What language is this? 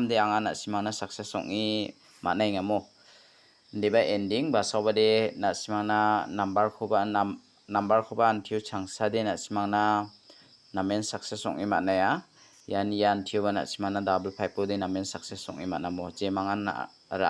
Garo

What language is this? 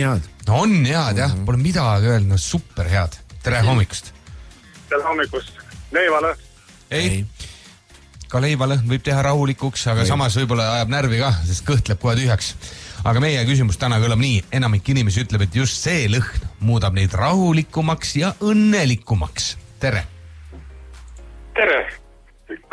Estonian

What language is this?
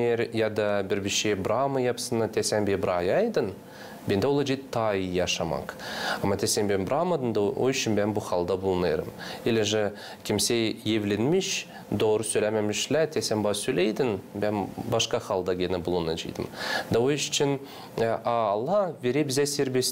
Gagauz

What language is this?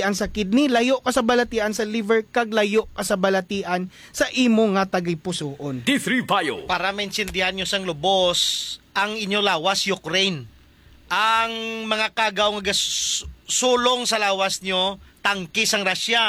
Hiligaynon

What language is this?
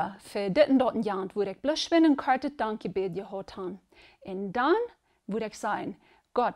Plautdietsch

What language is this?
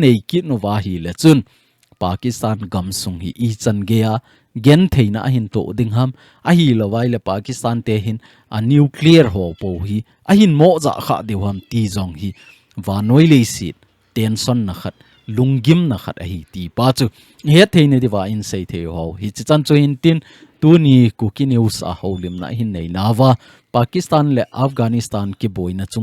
Thado Chin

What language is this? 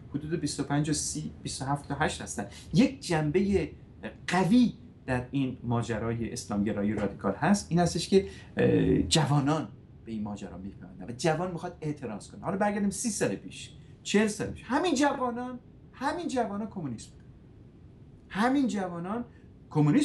Persian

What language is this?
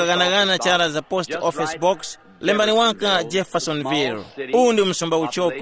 Tumbuka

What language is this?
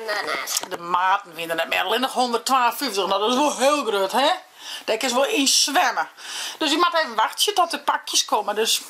Western Frisian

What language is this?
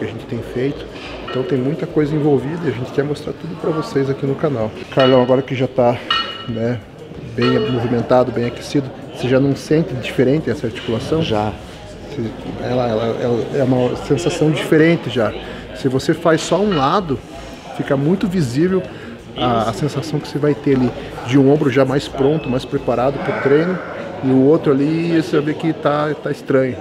Portuguese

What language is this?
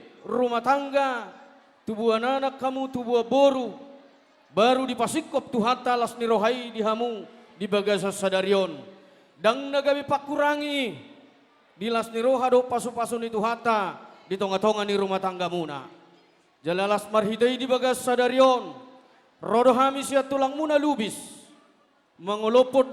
Batak Toba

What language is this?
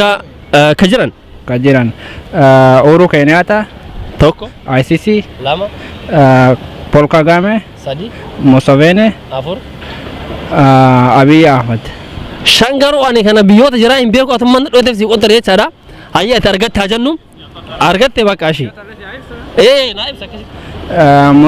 Oromo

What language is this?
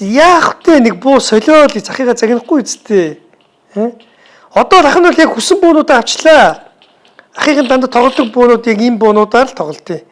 Mongolian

